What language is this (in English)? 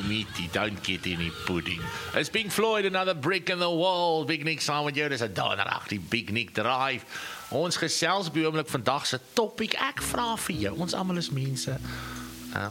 Afrikaans